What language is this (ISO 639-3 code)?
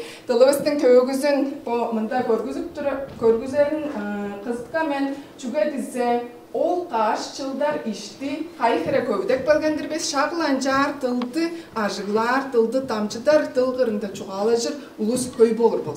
tyv